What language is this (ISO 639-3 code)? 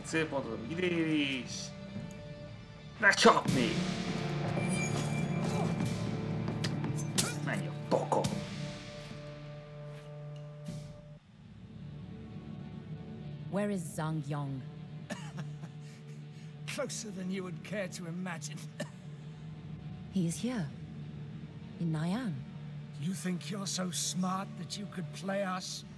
hun